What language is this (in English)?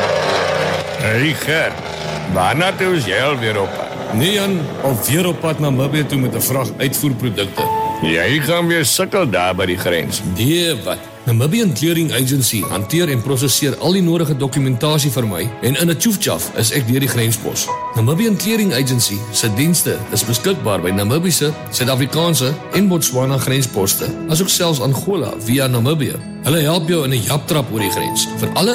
Afrikaans